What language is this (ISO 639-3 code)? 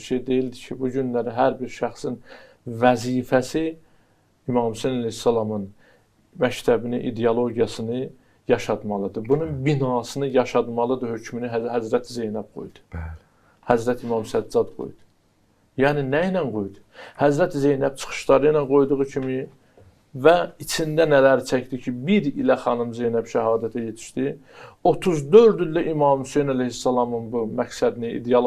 aze